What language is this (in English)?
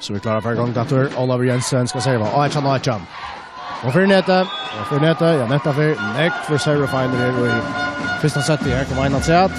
Faroese